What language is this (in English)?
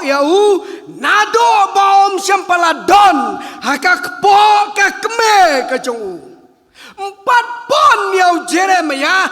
Khasi